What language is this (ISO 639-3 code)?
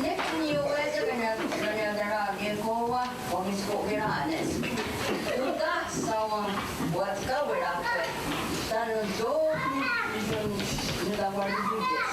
moh